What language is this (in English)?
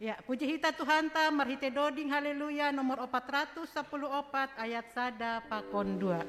Batak Simalungun